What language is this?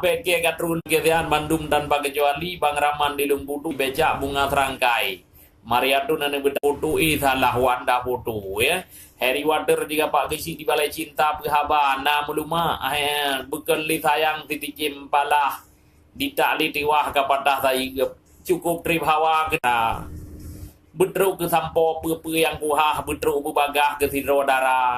Achinese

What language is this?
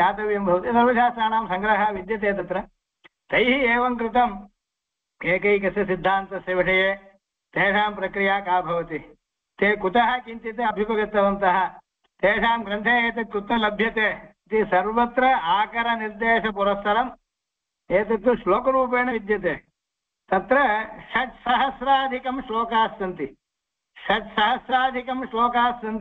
Sanskrit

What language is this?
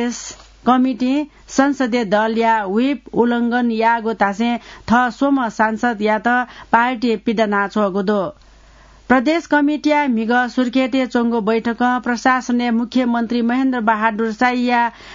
Newari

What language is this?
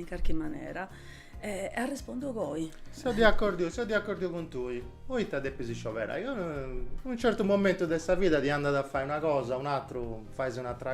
Sardinian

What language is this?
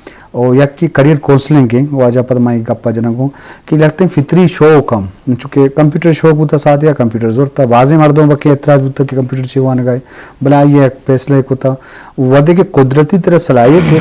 Eastern Balochi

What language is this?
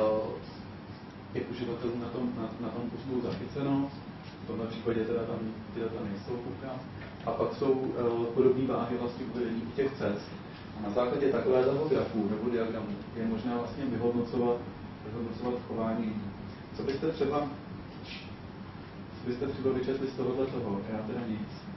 Czech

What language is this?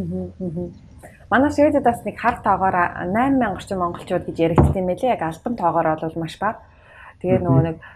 Mongolian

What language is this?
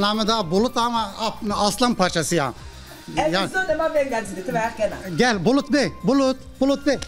Zaza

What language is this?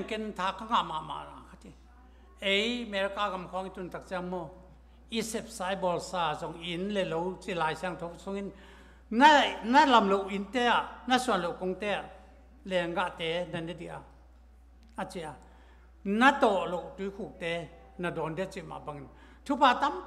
Thai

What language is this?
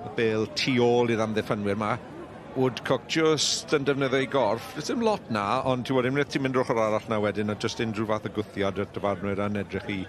Welsh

